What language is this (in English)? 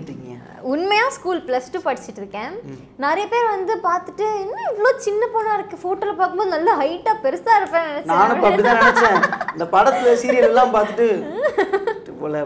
Tamil